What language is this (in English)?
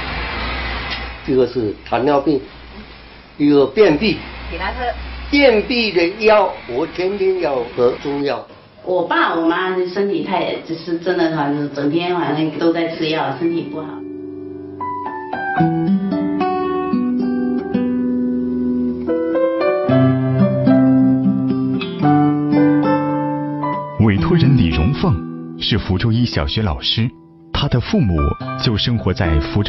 Chinese